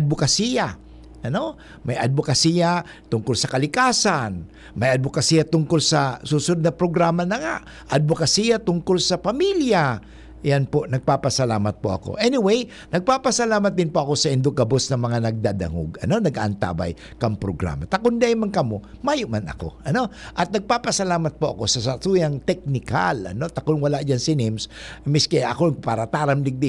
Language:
Bikol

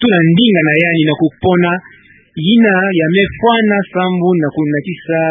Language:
Kituba (Democratic Republic of Congo)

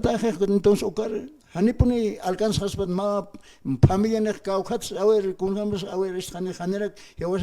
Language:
Aymara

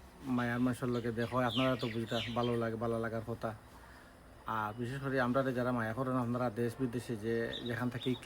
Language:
Sylheti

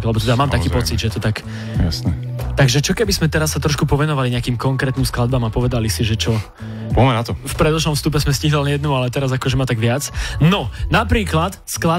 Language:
Slovak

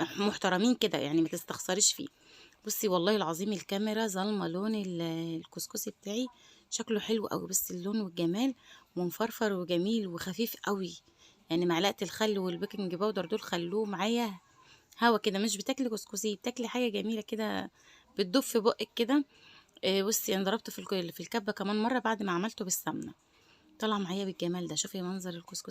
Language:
Egyptian Arabic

